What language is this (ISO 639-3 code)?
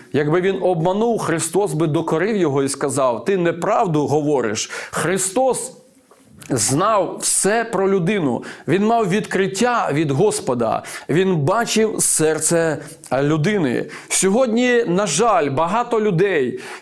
ukr